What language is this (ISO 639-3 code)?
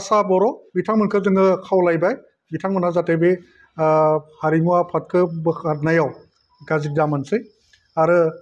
brx